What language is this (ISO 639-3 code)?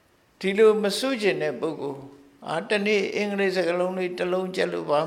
mya